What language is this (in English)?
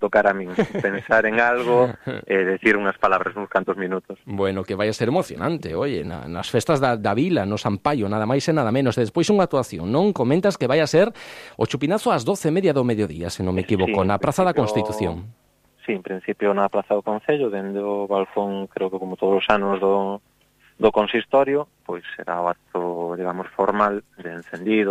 Galician